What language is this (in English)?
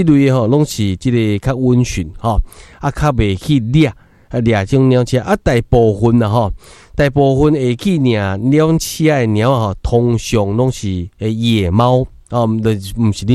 Min Nan Chinese